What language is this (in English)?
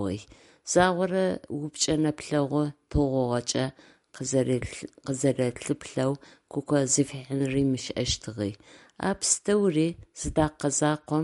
Adyghe